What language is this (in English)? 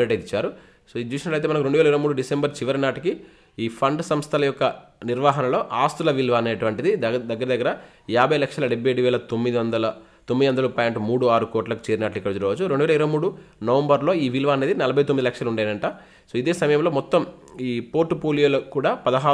Telugu